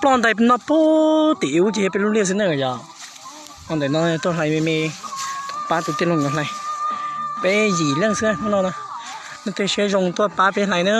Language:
Hmong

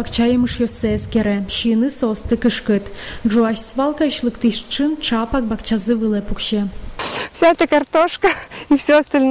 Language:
Udmurt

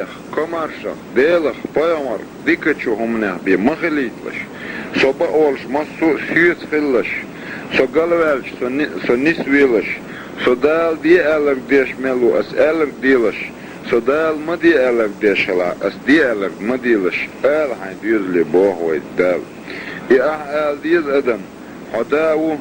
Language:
Chechen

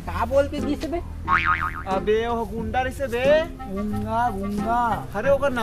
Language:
Chhattisgarhi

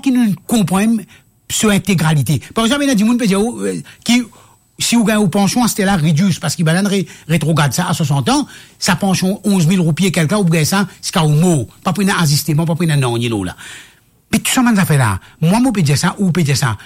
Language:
Morisyen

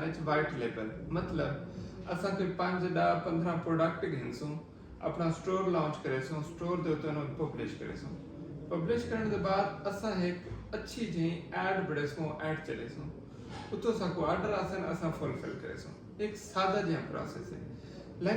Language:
Saraiki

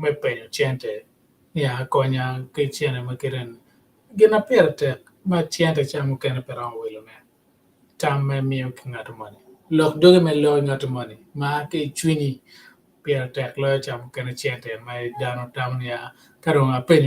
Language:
Acoli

